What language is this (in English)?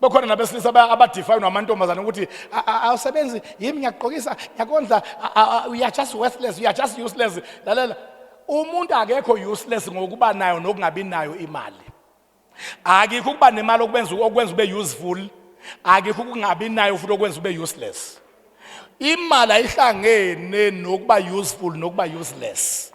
Zulu